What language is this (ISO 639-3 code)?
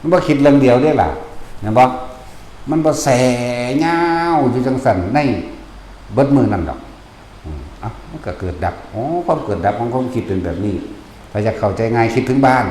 tts